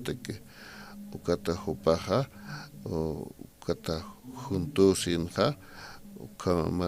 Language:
Aymara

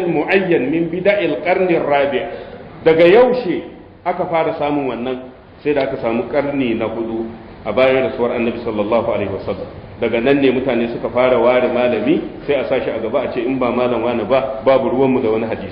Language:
Hausa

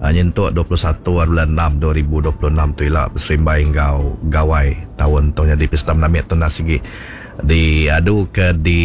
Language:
Iban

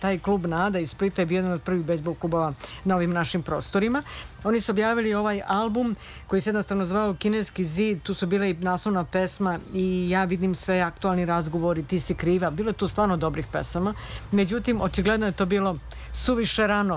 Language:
Serbian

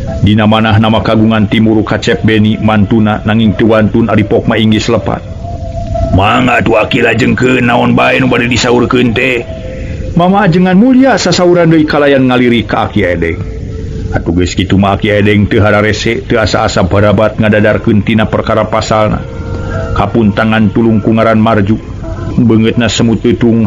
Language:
Sundanese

